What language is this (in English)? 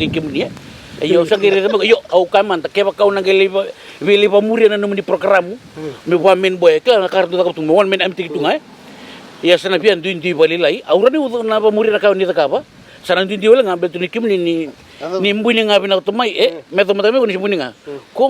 Fijian